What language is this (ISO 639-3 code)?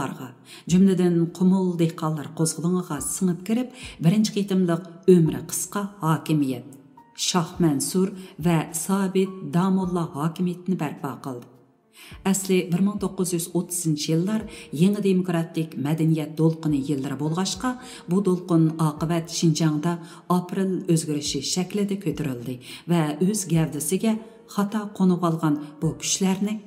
uig